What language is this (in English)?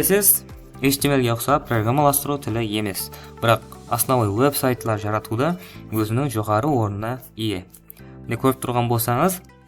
Kara-Kalpak